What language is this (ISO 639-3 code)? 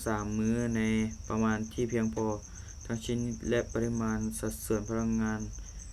lao